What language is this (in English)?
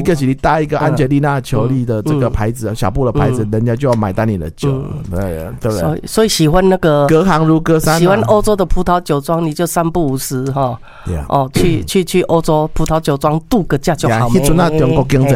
Min Nan Chinese